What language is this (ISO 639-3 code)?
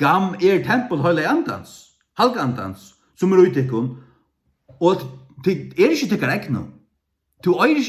fao